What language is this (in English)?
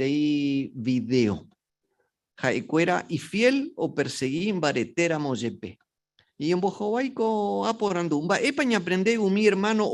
Guarani